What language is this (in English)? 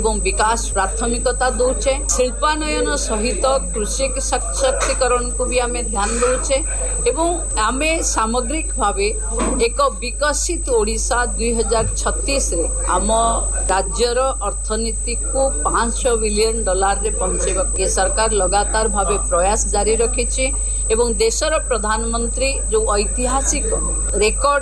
Odia